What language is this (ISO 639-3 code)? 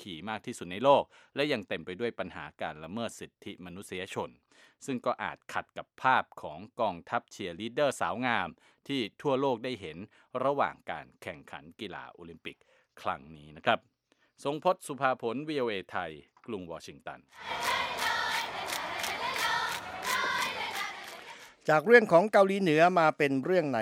tha